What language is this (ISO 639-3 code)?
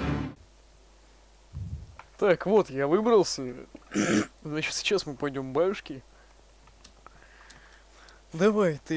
rus